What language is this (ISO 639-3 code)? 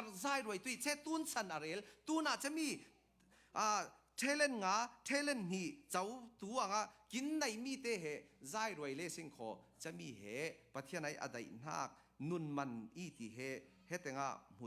cfm